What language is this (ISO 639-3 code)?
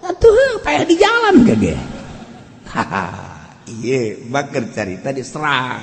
sun